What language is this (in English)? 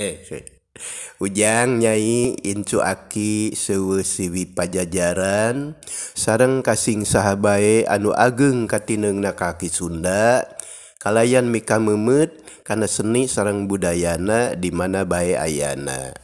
Sundanese